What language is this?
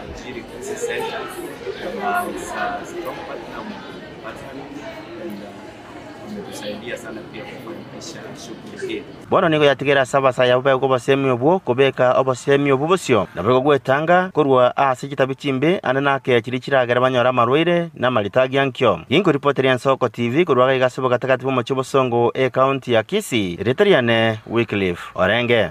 Gusii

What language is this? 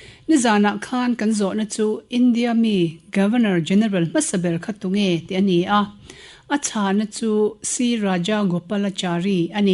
Mizo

